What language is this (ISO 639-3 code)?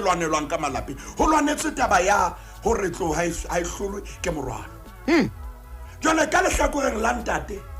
sot